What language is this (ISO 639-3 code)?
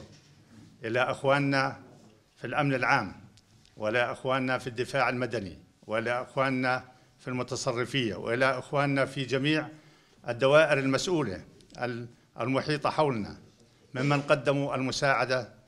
apc